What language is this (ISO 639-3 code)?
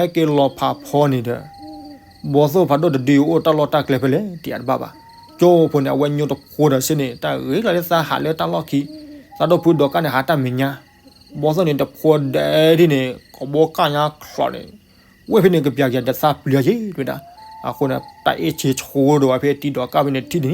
ksw